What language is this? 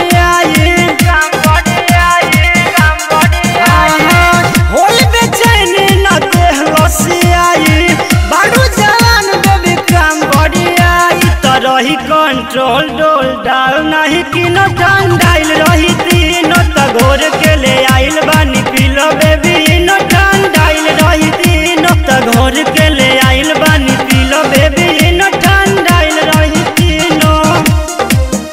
Bhojpuri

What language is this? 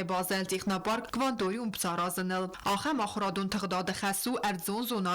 Ossetic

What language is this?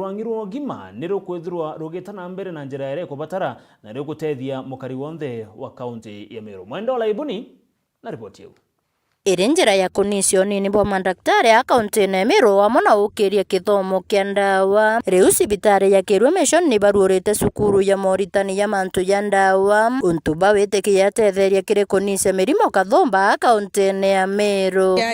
Meru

